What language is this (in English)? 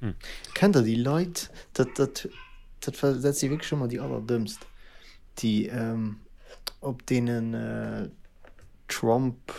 Luxembourgish